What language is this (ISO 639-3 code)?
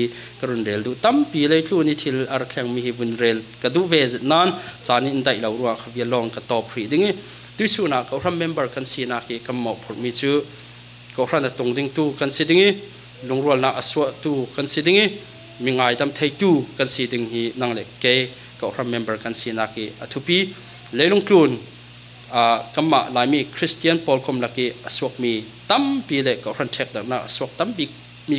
cfm